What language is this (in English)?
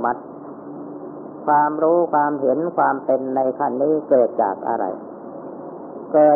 Thai